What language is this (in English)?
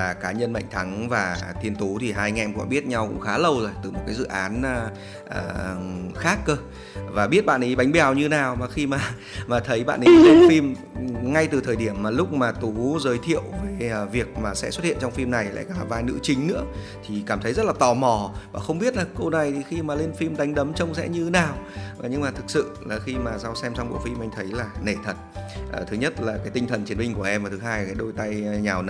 Vietnamese